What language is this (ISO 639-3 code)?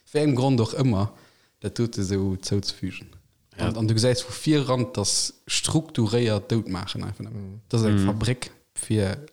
ltz